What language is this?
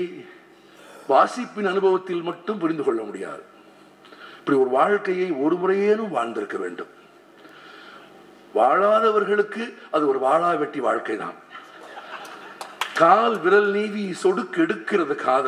Tamil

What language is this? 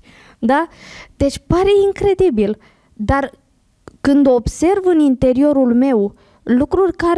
Romanian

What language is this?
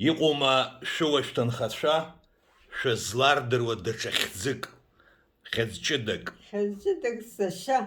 Abkhazian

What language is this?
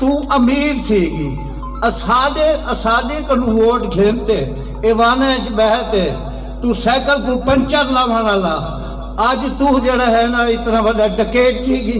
Saraiki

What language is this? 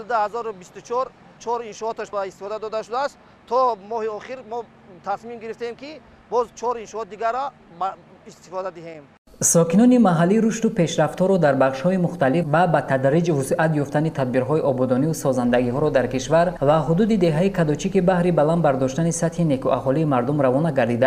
Tajik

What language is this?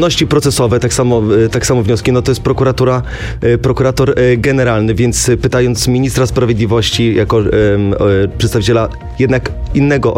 Polish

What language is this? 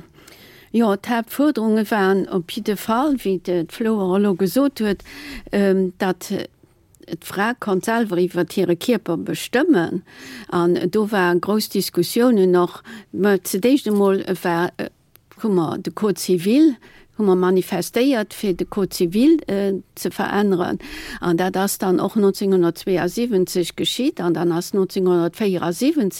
Luxembourgish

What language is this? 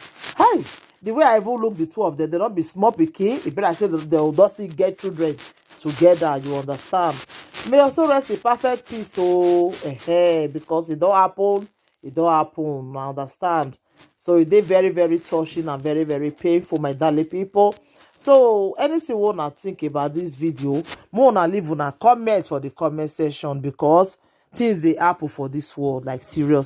Nigerian Pidgin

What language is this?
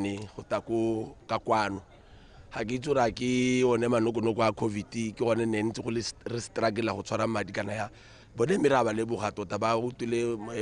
Tswana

